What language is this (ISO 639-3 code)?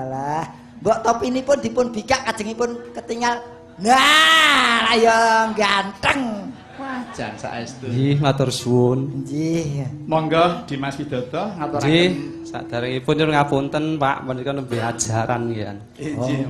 jav